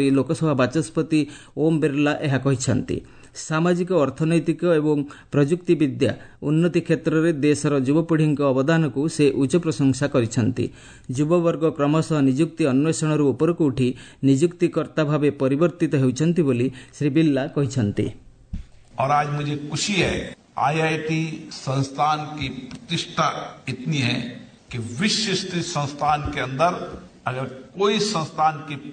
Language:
Odia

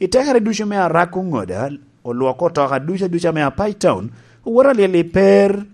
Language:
Lango (Uganda)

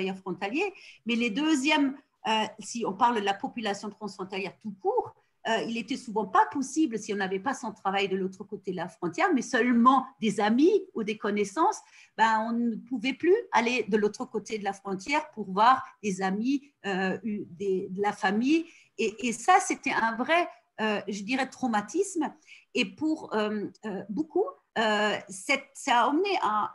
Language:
French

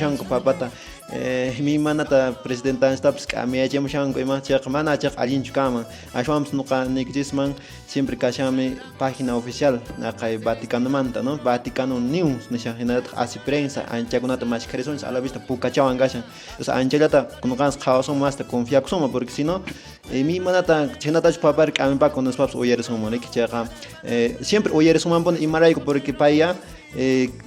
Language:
Quechua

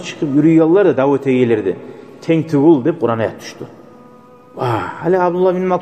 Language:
Kumyk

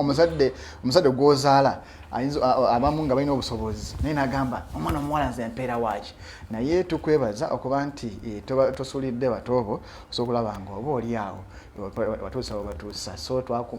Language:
Ganda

